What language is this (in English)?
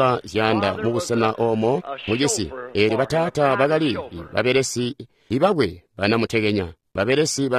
Tonga (Zambia)